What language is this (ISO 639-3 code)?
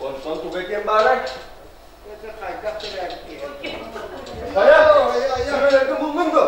sah